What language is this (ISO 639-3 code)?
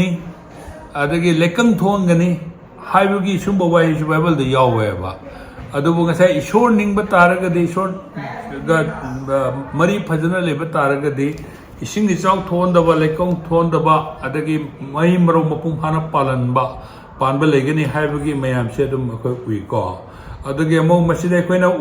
mni